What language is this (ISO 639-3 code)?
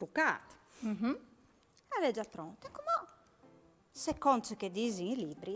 fur